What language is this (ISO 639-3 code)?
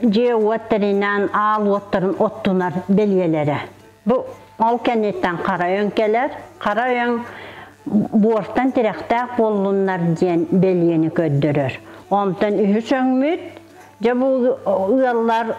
sah